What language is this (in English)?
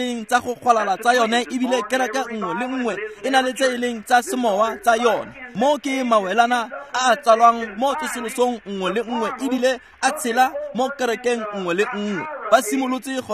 Tswana